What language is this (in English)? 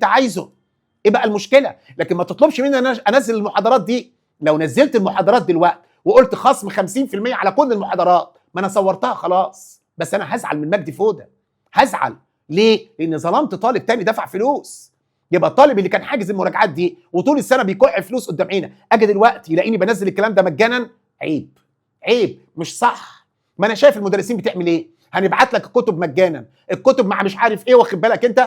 Egyptian Arabic